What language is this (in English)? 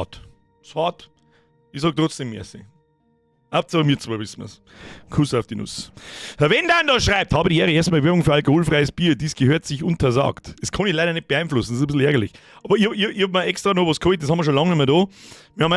Bavarian